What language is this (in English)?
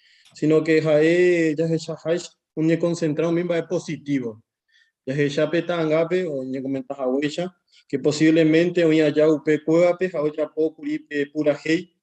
Guarani